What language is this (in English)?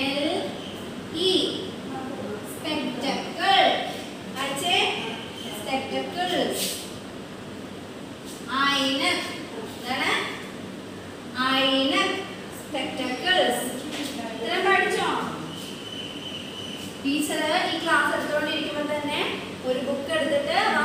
Malayalam